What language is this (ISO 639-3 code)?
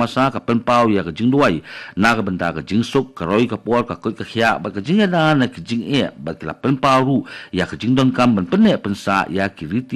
kha